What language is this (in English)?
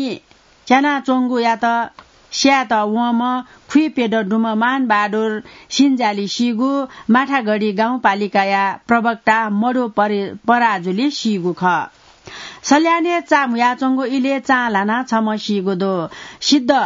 Newari